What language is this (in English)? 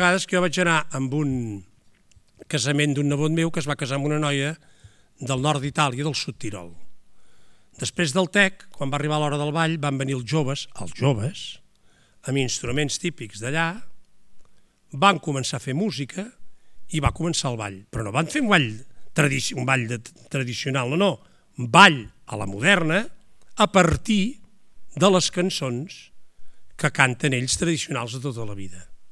Catalan